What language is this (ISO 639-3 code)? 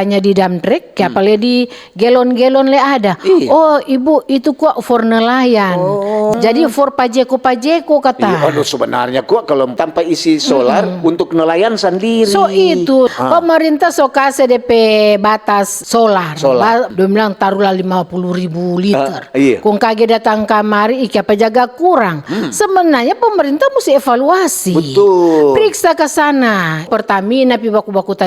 xmm